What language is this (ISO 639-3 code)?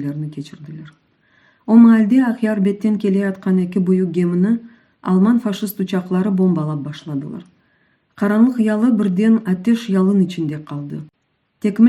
crh